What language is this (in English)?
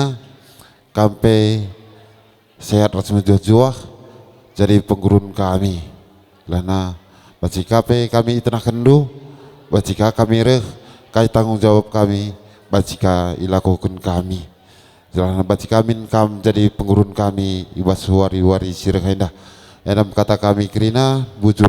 Batak Karo